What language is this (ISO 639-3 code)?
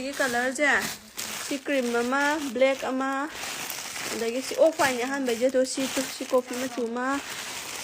mni